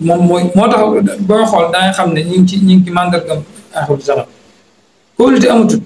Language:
Wolof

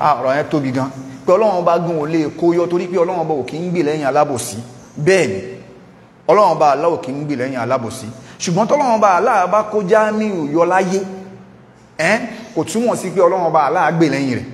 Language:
Yoruba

